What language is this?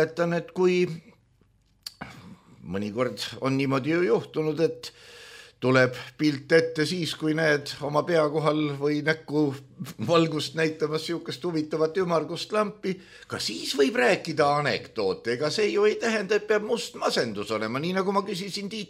Estonian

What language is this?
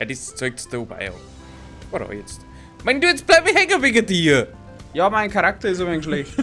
Bavarian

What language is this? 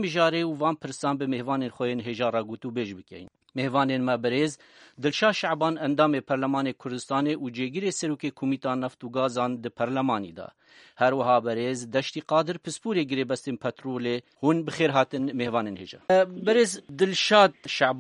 Kurdish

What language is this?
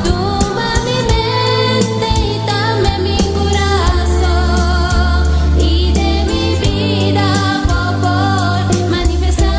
Papiamento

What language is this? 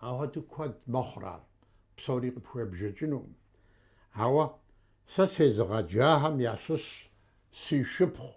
Kabardian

